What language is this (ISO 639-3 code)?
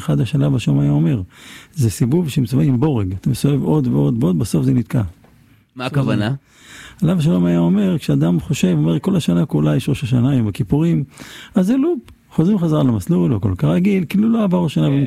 heb